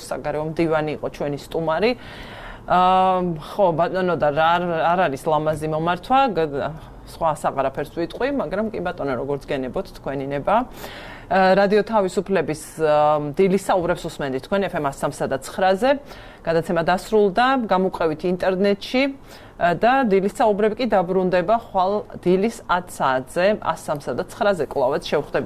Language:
Georgian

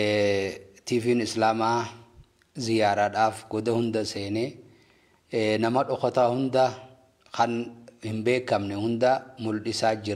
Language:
Oromo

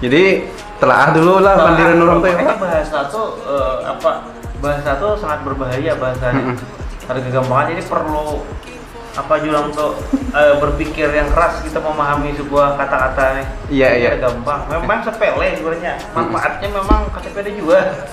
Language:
Banjar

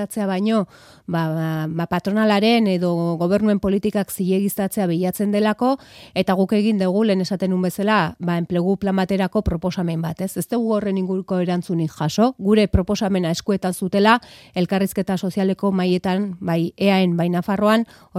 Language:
Basque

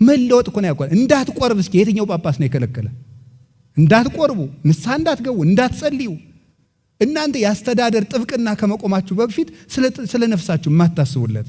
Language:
Amharic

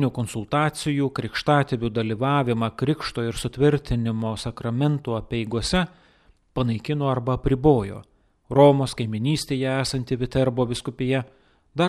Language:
Lithuanian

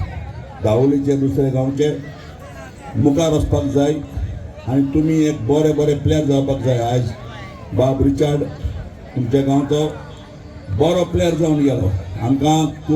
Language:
Konkani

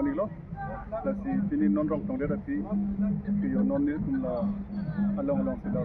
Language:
Karbi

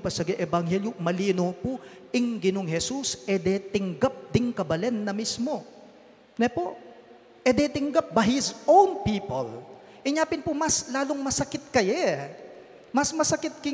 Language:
Pampanga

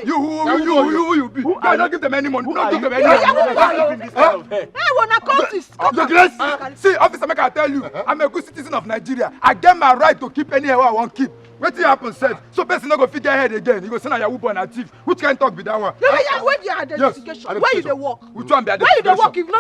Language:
Nigerian Pidgin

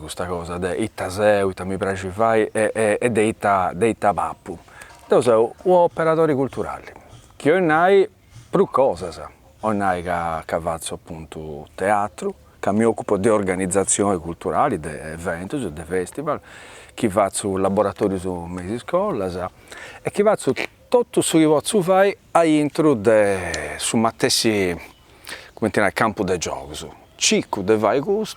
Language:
Sardinian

